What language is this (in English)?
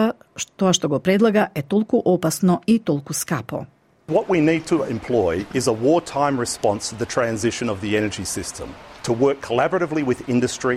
Macedonian